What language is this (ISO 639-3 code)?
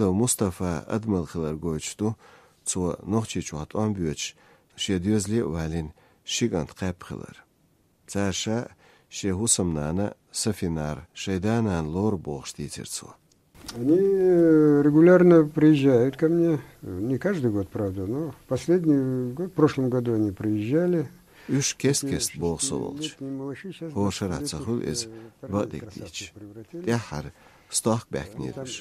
che